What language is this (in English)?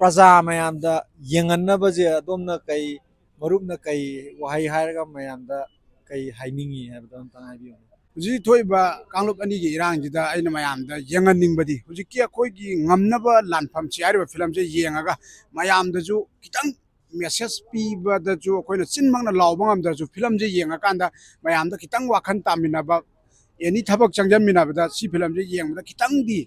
Manipuri